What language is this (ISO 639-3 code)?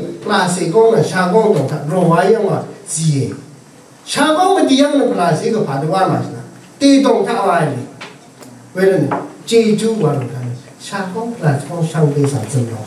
raw